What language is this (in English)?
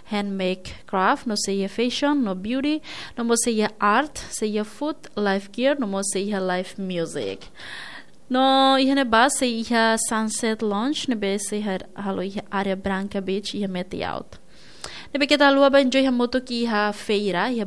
Tetum